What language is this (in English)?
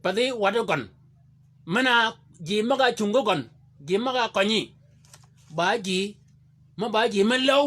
Shilluk